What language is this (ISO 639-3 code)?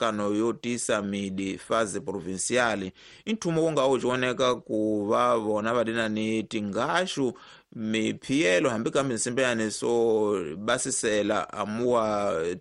tso